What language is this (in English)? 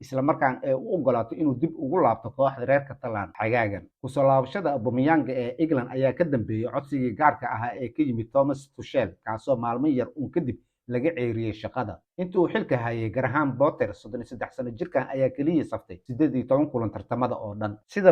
Somali